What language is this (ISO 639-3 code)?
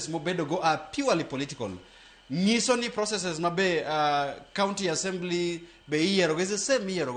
luo